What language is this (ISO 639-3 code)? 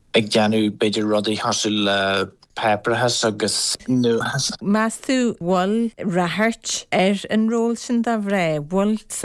gle